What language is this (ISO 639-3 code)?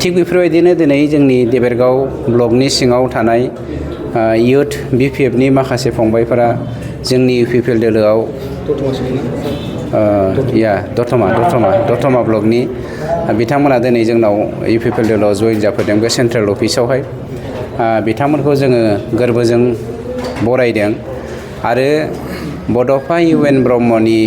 brx